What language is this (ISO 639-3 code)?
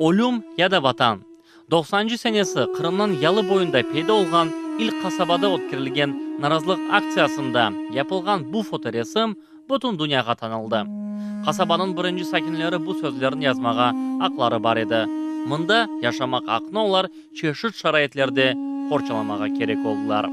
crh